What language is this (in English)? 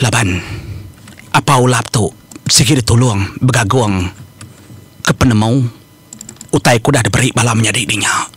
Iban